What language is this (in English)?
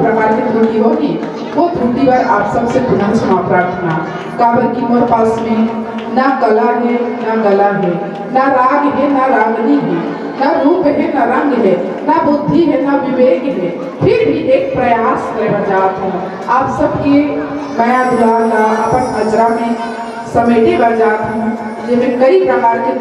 Chhattisgarhi